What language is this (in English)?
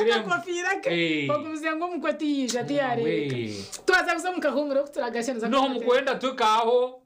Nyankole